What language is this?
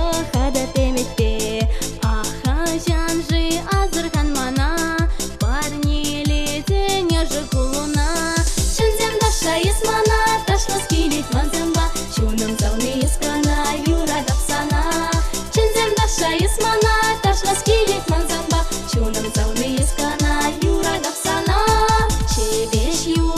Chuvash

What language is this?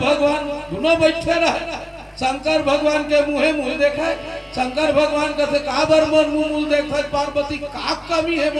Chhattisgarhi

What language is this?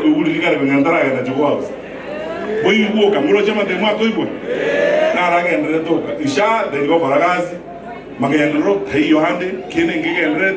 Gusii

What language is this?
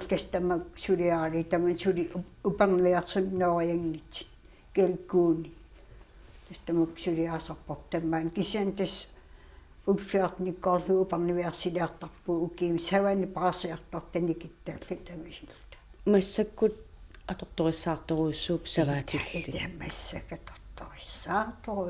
Kalaallisut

